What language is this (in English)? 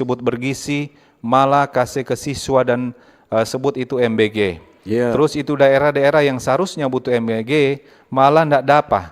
Manado Malay